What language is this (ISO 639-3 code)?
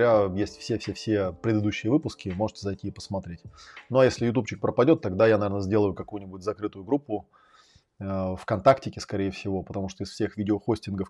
rus